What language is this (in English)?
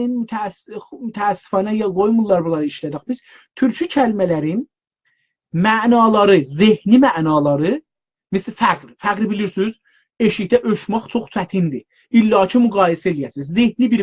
South Azerbaijani